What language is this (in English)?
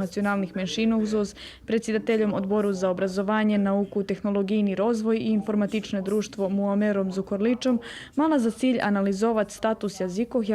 Rusyn